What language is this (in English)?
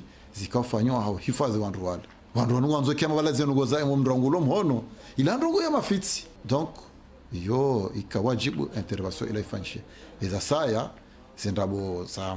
Ngazidja Comorian